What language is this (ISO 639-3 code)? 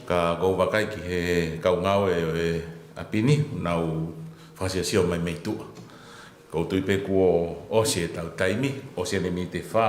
ton